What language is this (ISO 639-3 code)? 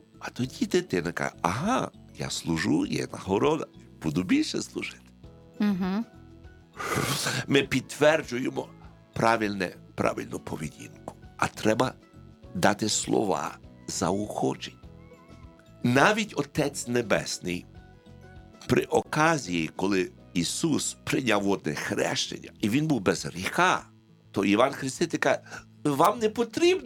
ukr